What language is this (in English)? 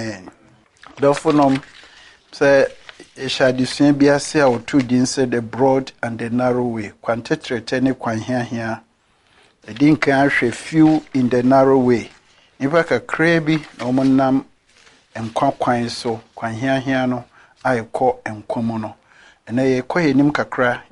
Akan